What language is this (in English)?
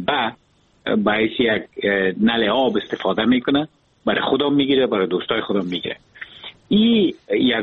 Persian